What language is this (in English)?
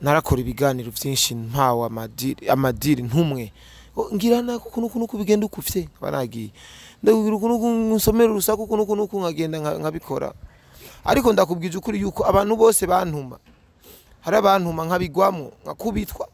Rundi